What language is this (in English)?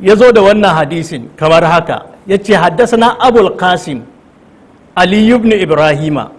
Hausa